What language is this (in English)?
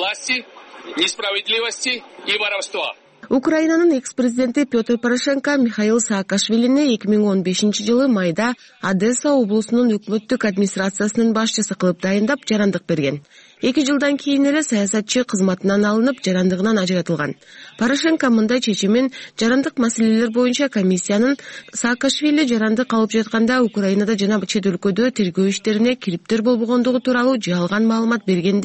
Kyrgyz